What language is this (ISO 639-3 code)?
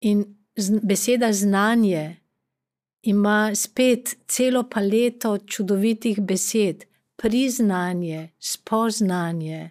slv